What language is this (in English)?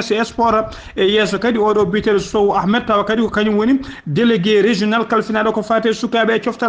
Fula